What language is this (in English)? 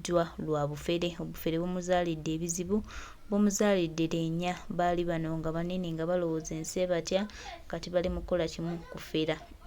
Ganda